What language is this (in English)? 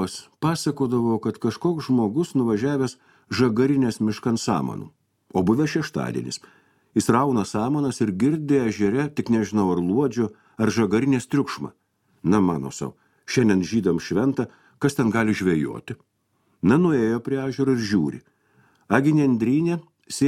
Lithuanian